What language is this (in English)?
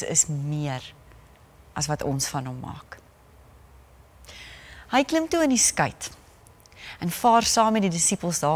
Afrikaans